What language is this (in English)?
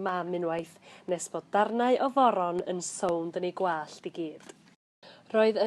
Welsh